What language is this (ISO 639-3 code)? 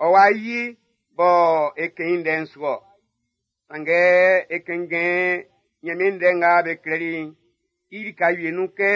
bci